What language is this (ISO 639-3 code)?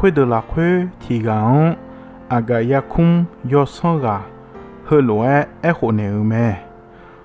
ahk